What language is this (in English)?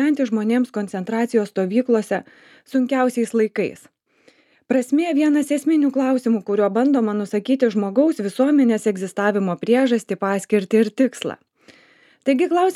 Lithuanian